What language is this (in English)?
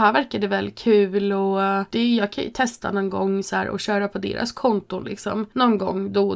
Swedish